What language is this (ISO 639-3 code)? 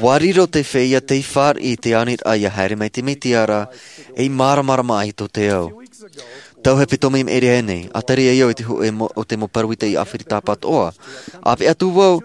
tah